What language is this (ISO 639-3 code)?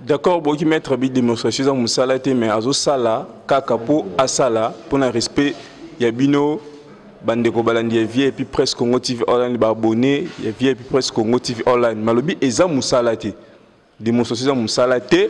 lin